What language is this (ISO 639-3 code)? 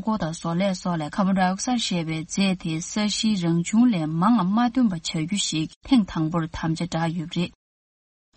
bod